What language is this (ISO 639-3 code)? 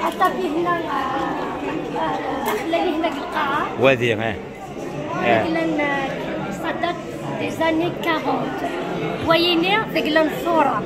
kab